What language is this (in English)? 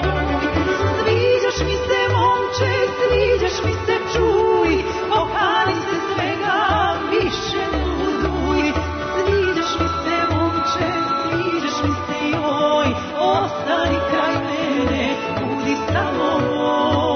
Serbian